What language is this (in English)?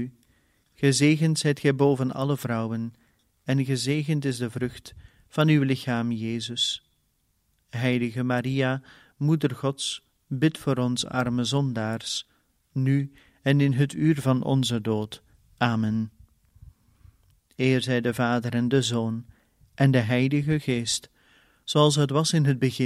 Dutch